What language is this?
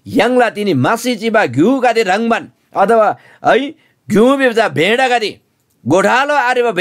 Eastern Tamang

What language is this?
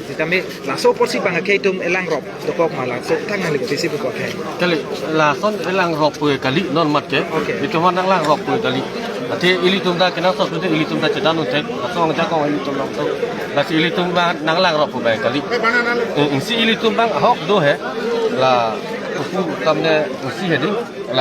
Karbi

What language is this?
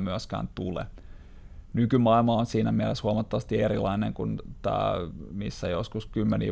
Finnish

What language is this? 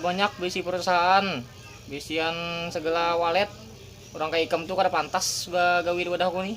Banjar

